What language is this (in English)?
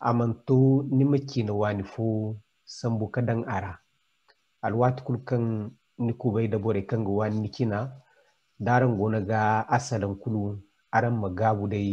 Zarma